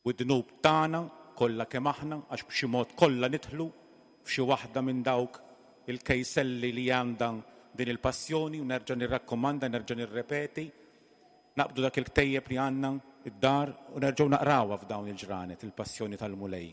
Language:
Maltese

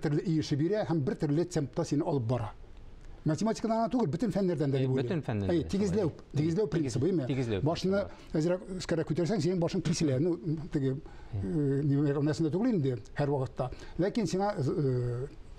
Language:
Tatar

